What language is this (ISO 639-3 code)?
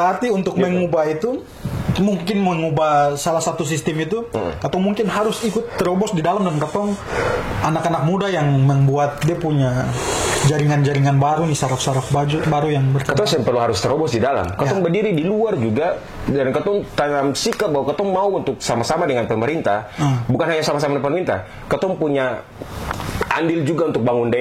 abs